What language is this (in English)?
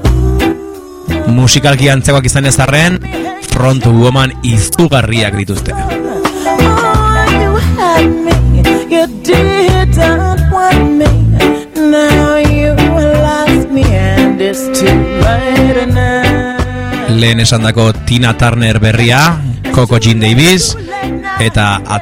Basque